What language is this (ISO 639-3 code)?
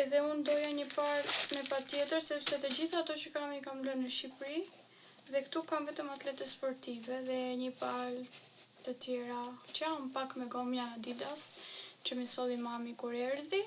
sqi